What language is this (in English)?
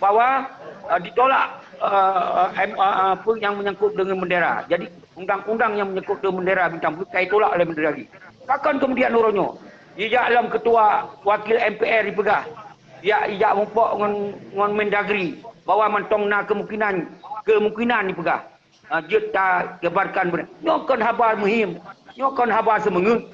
Achinese